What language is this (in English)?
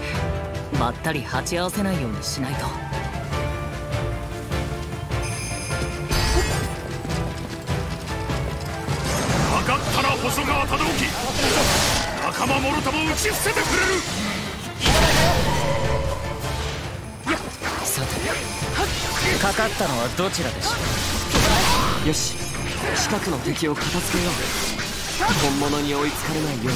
Japanese